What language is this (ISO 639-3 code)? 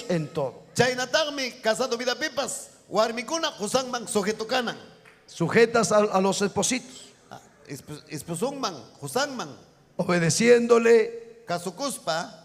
quy